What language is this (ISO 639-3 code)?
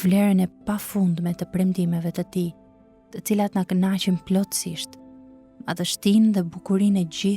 sqi